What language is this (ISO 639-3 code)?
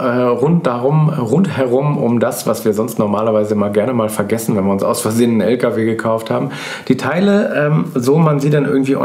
deu